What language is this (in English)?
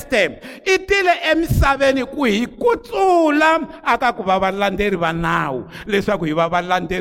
Tsonga